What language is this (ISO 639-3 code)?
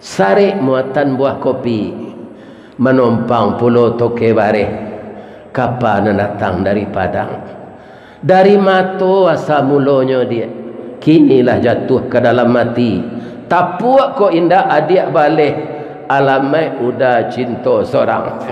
min